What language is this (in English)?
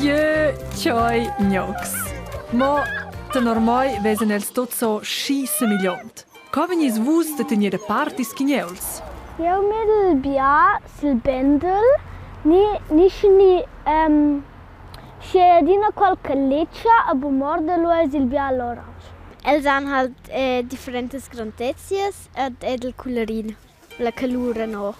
Romansh